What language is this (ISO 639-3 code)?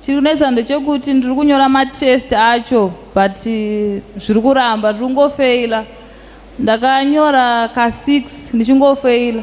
sna